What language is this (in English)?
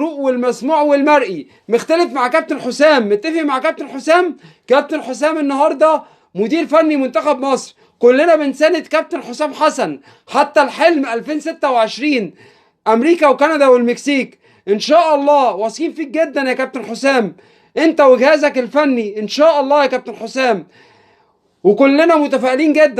Egyptian Arabic